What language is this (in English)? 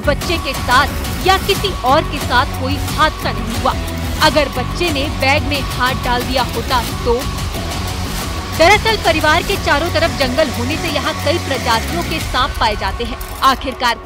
Hindi